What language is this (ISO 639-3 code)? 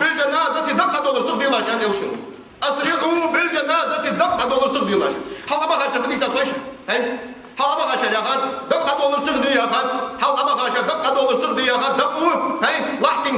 inh